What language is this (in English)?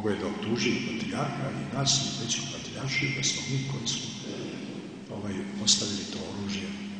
Serbian